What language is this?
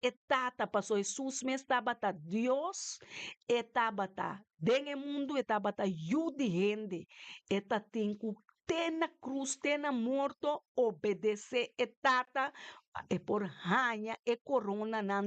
Papiamento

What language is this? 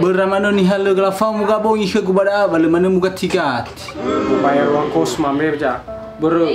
Nias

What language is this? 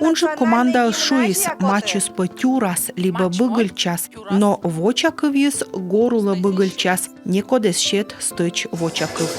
Komi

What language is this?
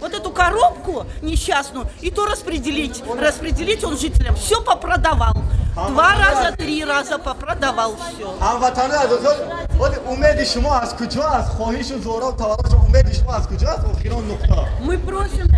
Tajik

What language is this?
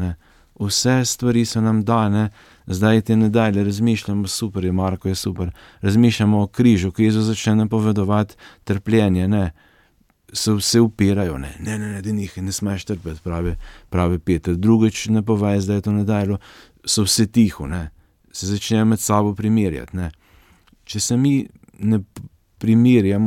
Slovenian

